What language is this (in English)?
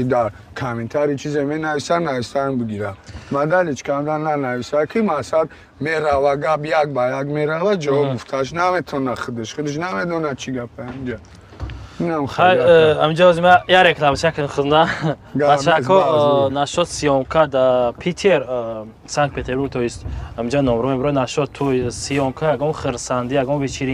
Tajik